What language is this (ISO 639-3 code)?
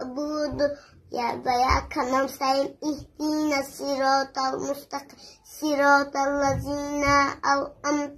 tgk